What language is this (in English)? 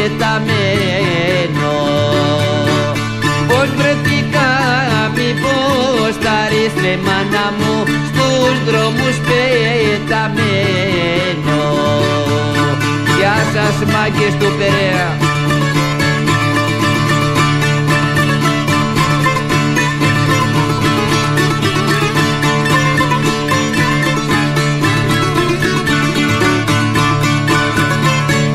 Greek